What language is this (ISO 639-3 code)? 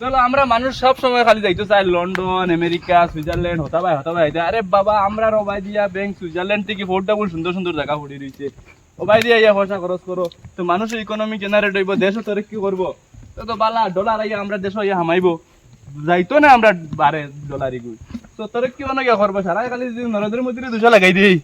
syl